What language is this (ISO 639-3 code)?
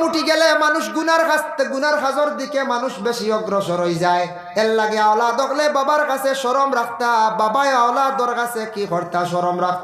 syl